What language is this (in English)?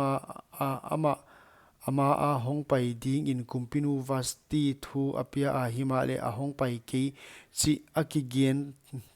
Paite Chin